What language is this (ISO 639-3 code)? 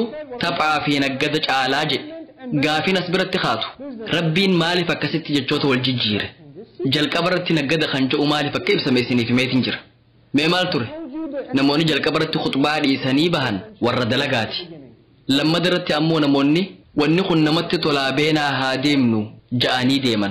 orm